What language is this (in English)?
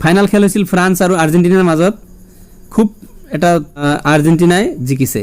Assamese